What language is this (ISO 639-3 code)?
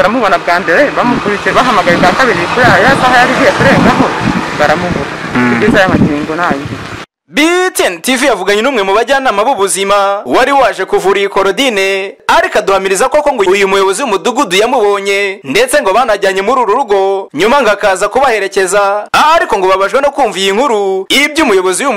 kin